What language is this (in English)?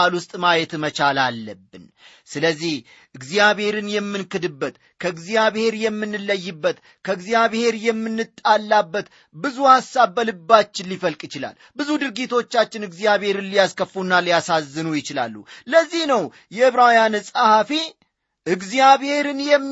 Amharic